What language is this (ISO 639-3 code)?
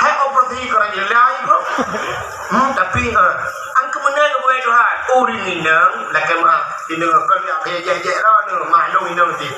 ace